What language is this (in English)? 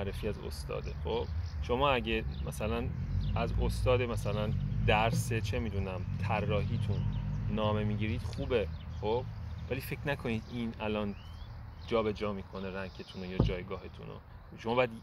Persian